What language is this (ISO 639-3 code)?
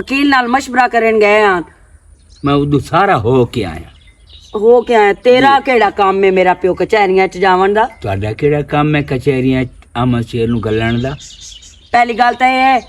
lah